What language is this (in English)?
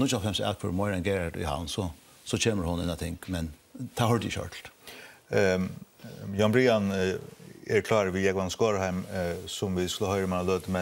Faroese